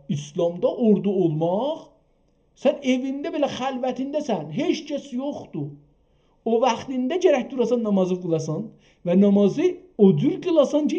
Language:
South Azerbaijani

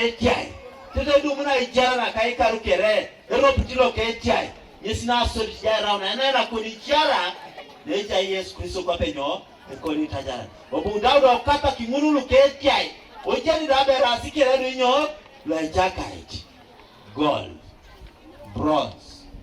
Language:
Teso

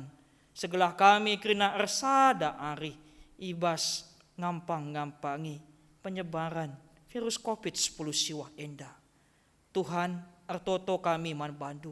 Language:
Batak Karo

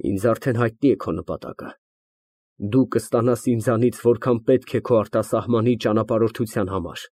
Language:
Armenian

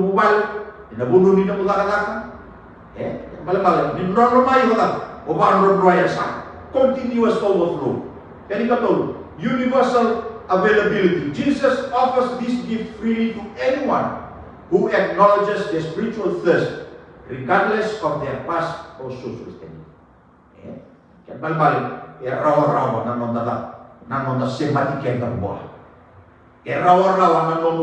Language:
Fijian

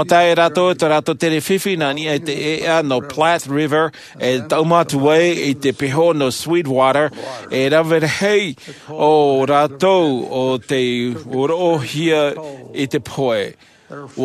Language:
Tahitian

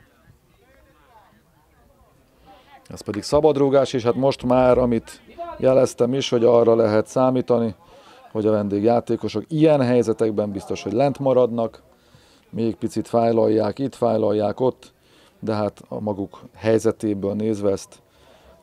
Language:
Hungarian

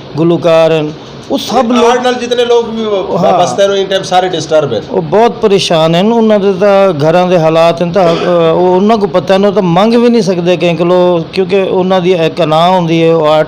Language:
Saraiki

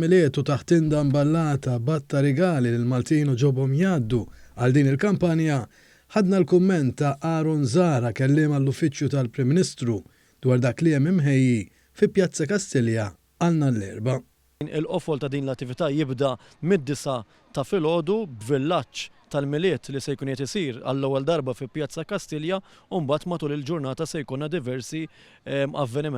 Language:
Maltese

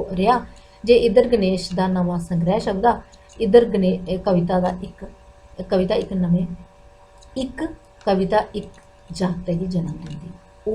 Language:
Dogri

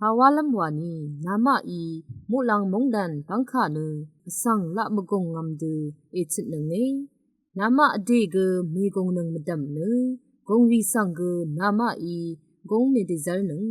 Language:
Rawang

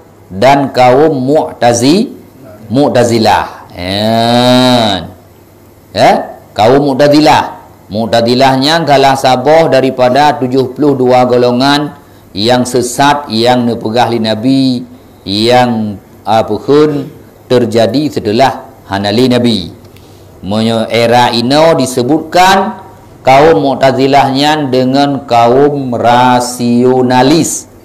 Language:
Achinese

